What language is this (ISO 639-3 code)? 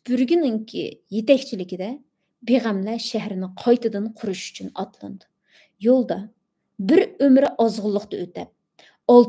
uig